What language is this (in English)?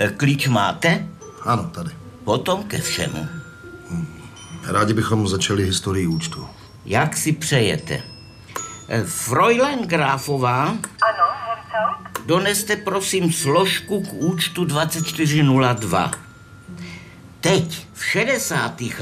Czech